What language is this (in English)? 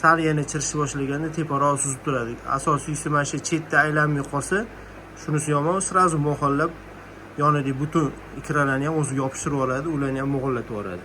Uzbek